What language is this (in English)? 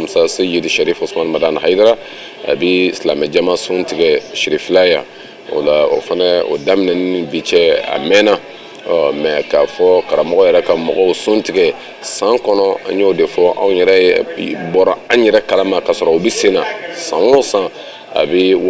Bambara